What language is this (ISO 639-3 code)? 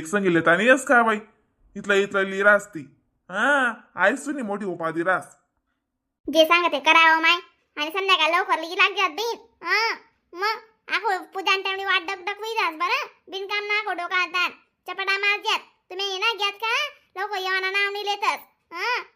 khn